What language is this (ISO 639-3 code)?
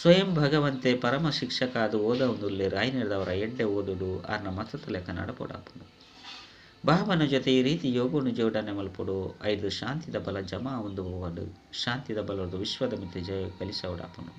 tcy